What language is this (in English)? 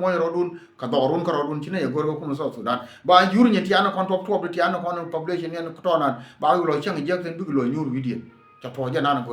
Nuer